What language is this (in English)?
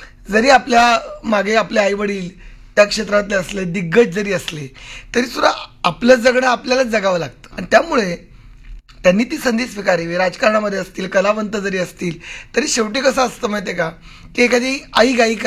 Marathi